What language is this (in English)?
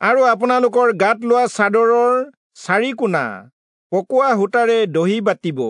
Assamese